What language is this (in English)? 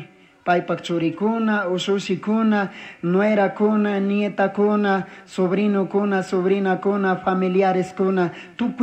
Chimborazo Highland Quichua